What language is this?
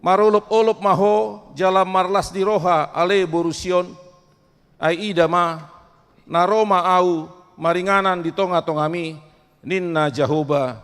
Batak Toba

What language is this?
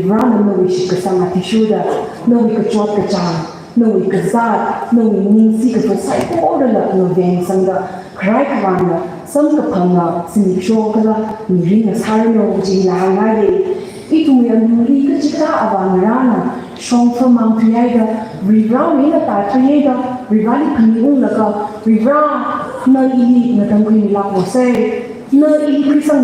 Tangkhul Naga (India)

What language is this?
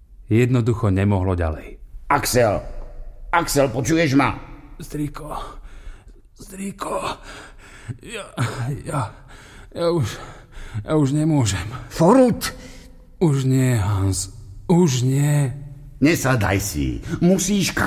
Slovak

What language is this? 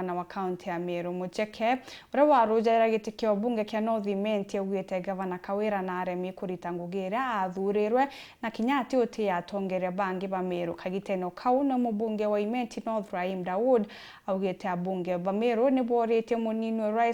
Meru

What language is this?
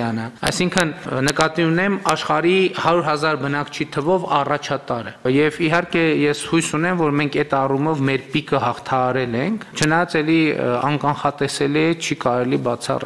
Armenian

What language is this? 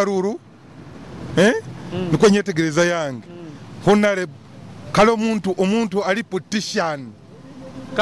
Nyoro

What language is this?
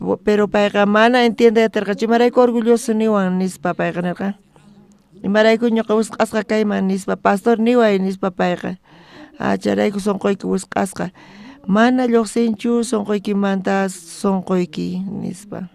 South Bolivian Quechua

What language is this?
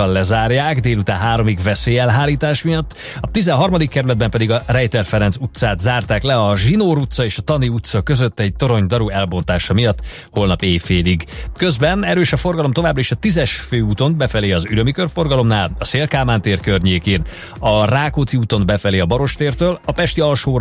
Hungarian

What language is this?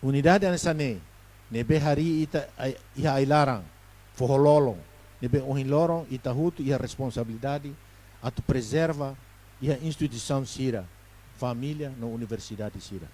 Tetum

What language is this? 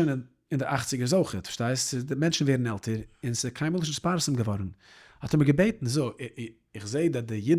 Yiddish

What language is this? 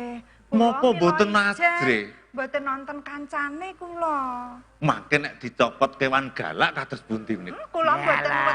Javanese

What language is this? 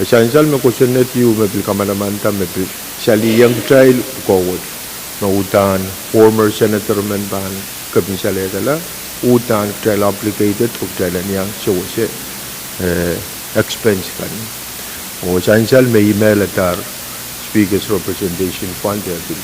Pohnpeian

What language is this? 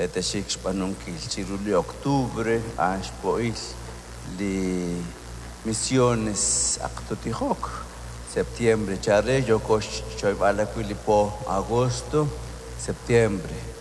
Kekchí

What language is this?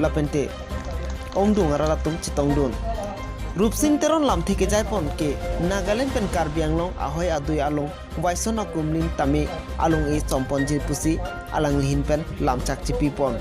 Karbi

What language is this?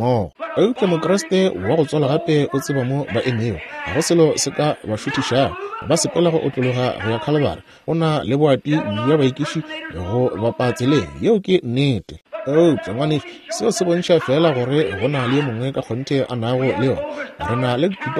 Northern Sotho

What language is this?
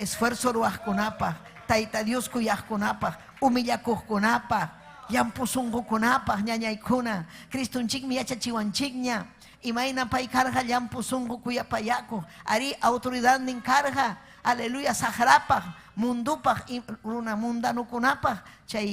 Ayacucho Quechua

